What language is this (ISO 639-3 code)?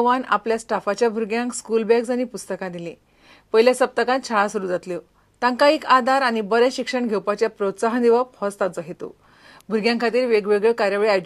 kok